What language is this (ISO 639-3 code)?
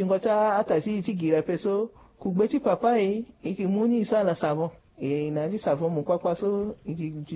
sag